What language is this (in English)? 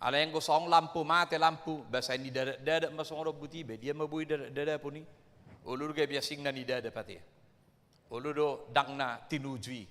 Batak Toba